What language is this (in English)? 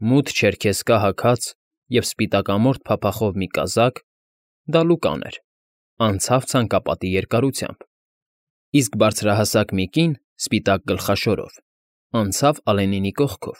Armenian